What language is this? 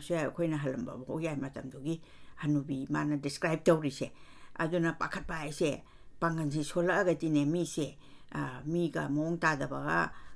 Manipuri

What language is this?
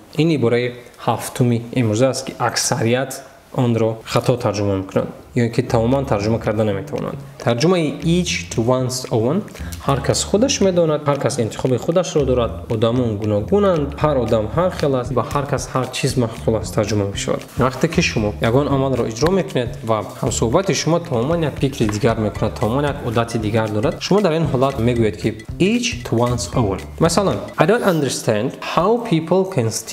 Tajik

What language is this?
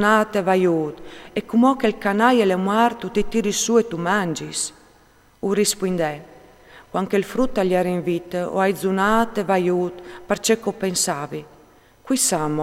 Friulian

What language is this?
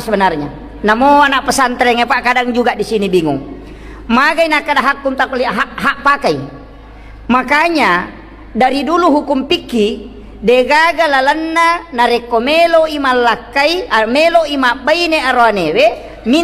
Buginese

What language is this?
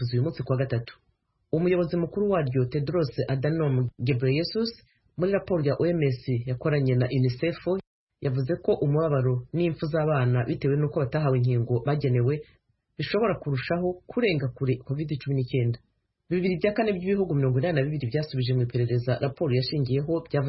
Kinyarwanda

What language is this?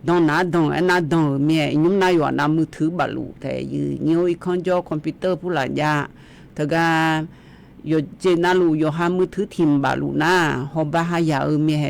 Akha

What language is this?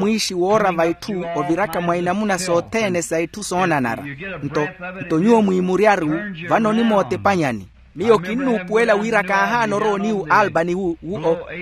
Makhuwa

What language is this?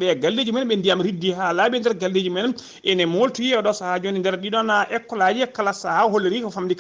Fula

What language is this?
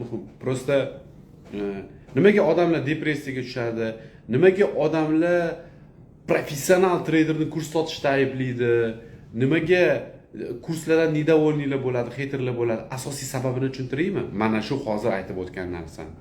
Uzbek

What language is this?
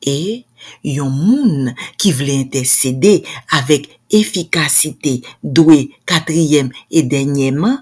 Haitian Creole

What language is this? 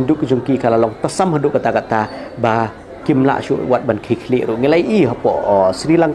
Khasi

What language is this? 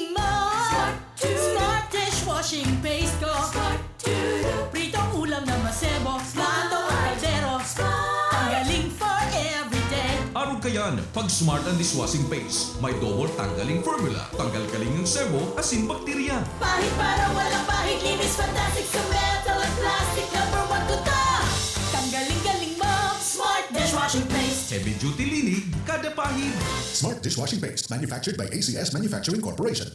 Bikol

